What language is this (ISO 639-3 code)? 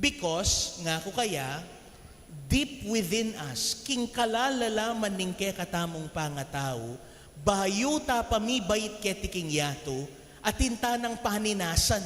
pam